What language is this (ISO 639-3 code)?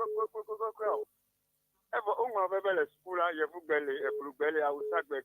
ewe